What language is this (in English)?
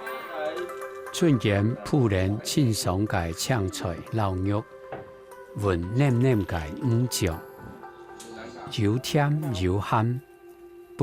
Hakka Chinese